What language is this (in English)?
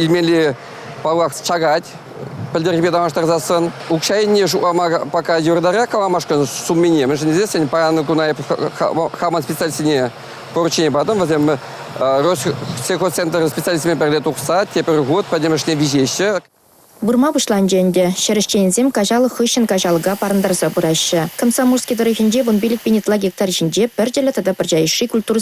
Chuvash